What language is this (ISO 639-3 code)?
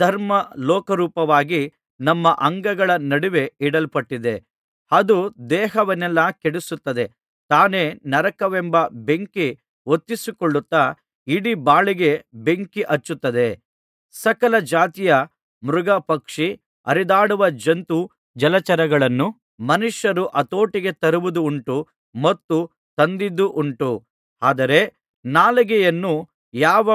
kan